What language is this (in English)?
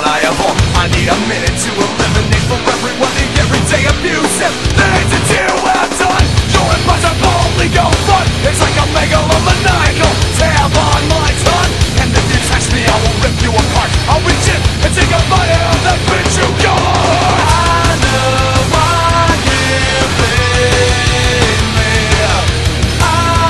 English